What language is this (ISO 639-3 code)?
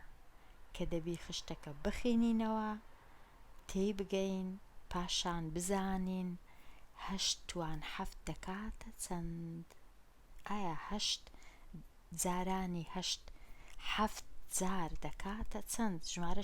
ckb